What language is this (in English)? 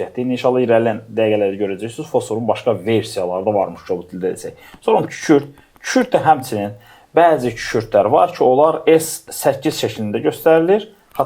Azerbaijani